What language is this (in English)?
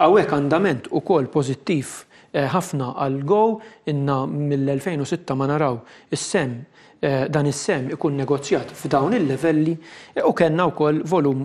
Maltese